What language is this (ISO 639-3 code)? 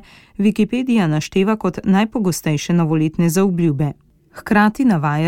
slv